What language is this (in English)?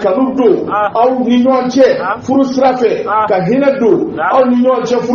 Bambara